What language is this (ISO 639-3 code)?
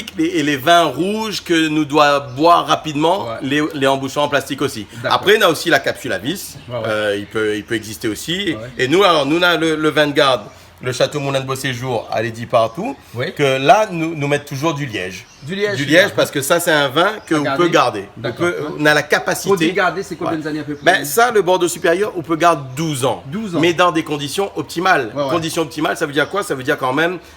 rcf